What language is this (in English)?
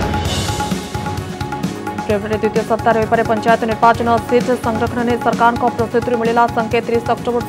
Odia